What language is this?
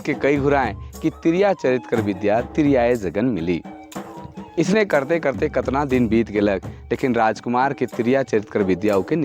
Sadri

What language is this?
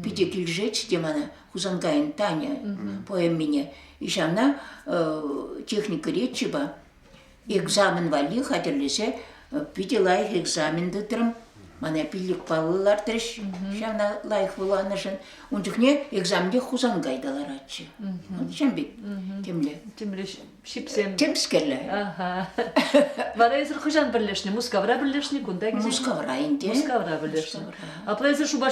Chuvash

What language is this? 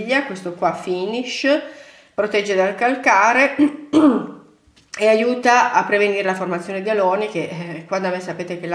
Italian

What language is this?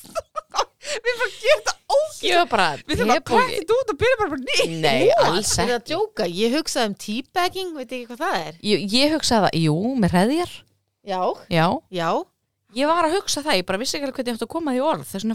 Icelandic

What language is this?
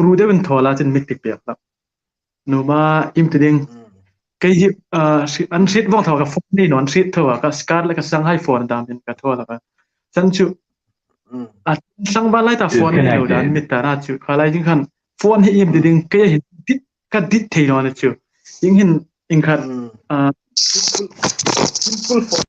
Hmar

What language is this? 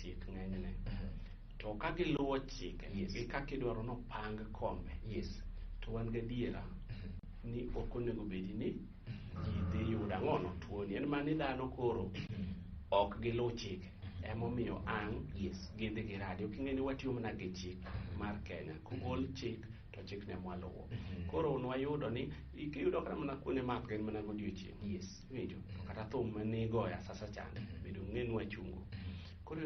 Luo (Kenya and Tanzania)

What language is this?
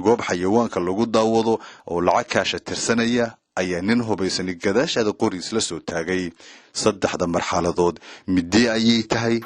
Somali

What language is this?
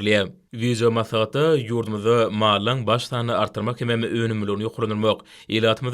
Turkmen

